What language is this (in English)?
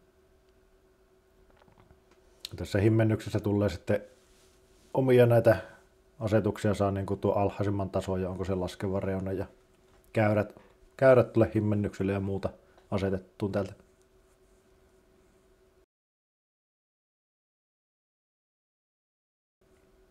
Finnish